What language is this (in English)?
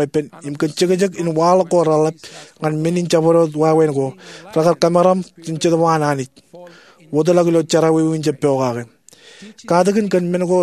Marshallese